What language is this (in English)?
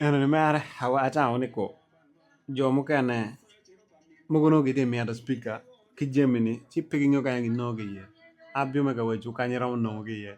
Acoli